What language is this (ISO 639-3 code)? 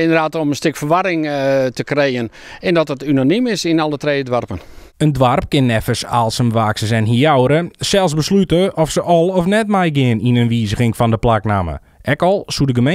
fry